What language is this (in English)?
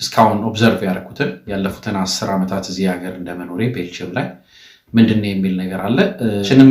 Amharic